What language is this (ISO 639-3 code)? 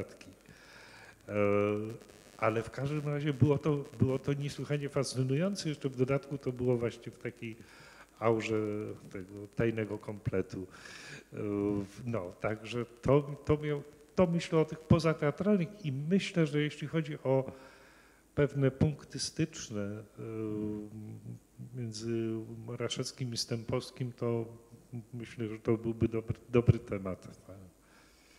pol